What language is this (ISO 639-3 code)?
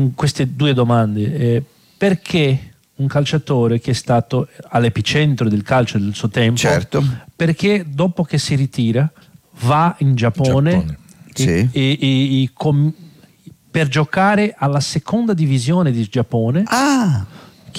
ita